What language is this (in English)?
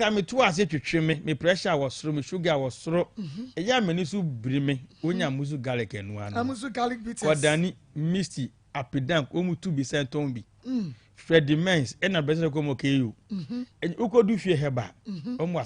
Akan